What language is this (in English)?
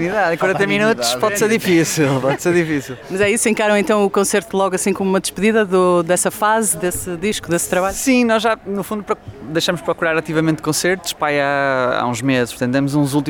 Portuguese